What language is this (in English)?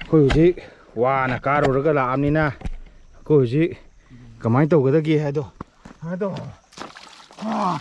Manipuri